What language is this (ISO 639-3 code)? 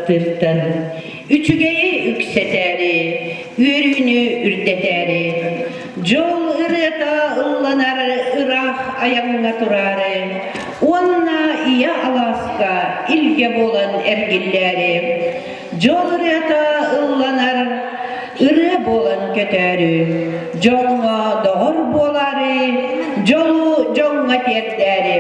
sah